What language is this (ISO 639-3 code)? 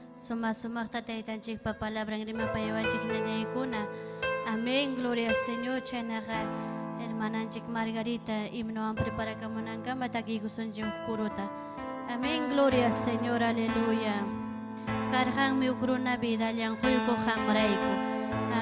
quy